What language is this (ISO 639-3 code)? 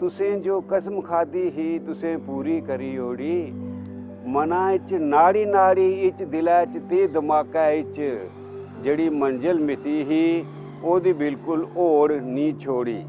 doi